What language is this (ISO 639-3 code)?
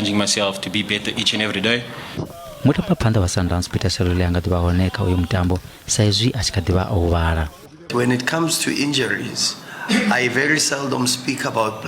ven